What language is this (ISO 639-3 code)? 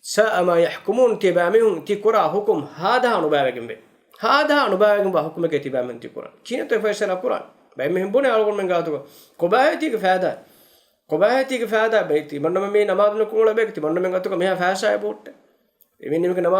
div